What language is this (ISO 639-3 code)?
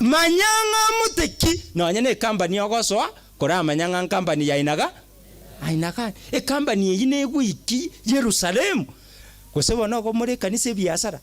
guz